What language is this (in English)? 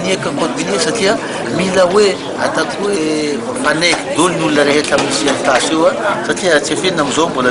Malagasy